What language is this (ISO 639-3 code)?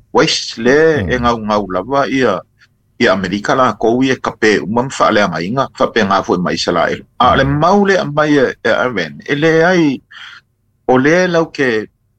smo